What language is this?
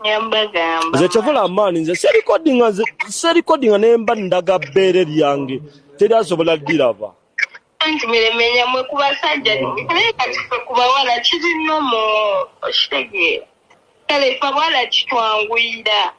Ganda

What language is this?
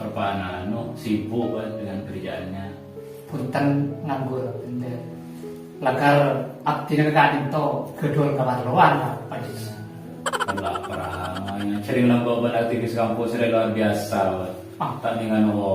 Madurese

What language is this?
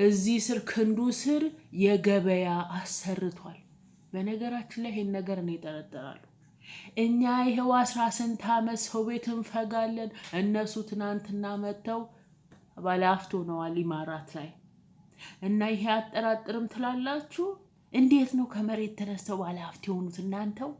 Amharic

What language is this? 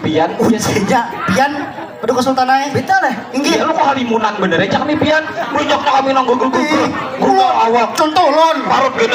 Banjar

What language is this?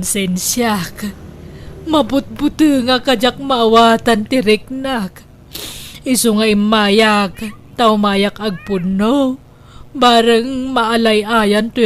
Iloko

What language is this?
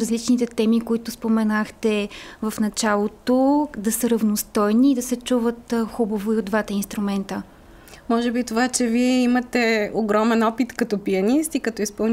Bulgarian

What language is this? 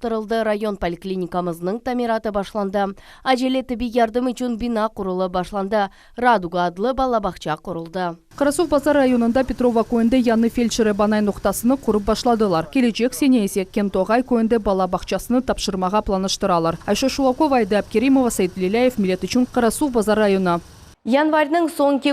Crimean Tatar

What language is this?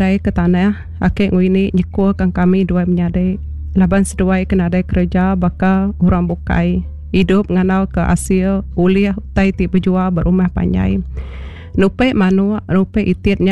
Iban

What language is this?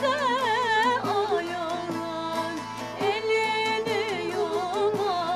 Turkish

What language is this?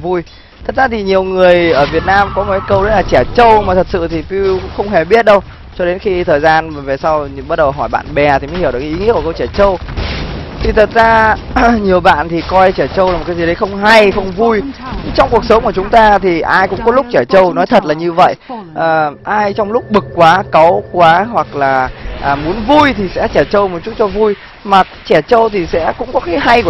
Vietnamese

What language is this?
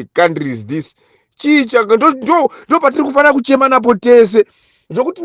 Shona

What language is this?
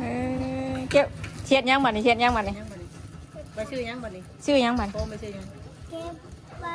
Northeastern Thai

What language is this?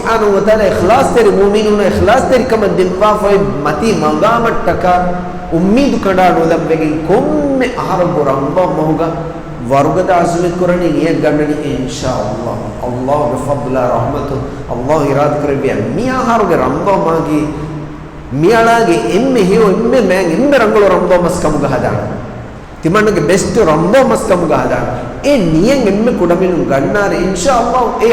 Divehi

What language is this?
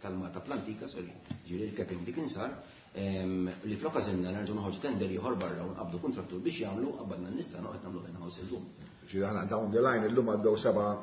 Maltese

